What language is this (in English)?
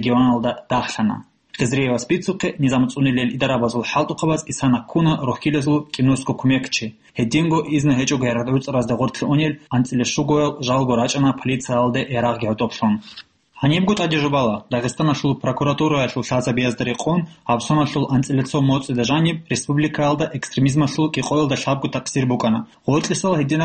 Avaric